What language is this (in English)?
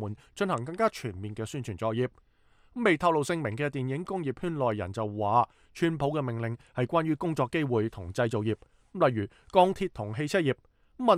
Cantonese